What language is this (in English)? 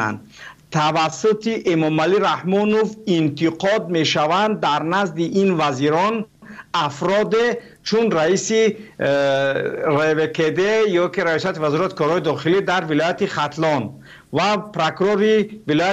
Tajik